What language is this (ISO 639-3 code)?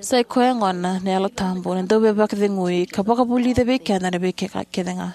fij